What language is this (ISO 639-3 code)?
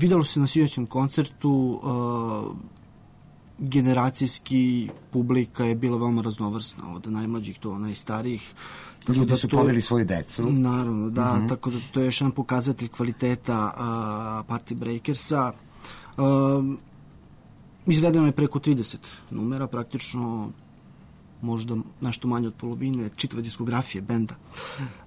srp